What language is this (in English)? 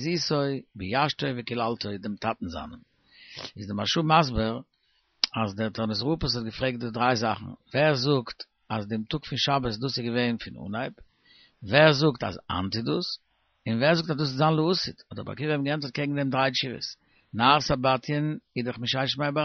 Yiddish